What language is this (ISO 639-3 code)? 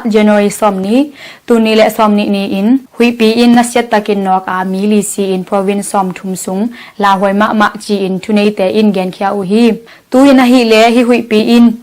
ctd